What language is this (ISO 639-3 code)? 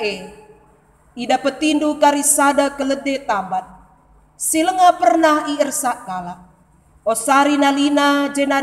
btx